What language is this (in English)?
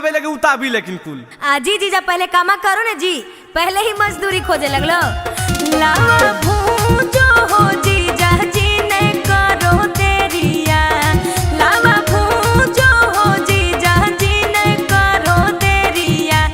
Magahi